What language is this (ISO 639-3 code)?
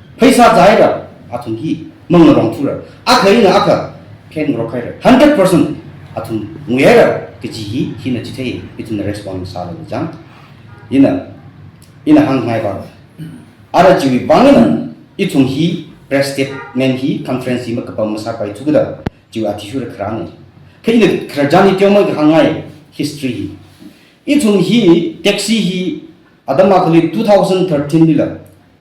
nmf